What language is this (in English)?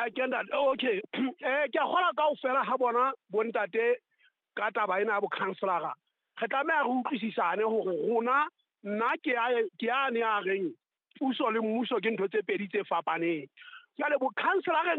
Southern Sotho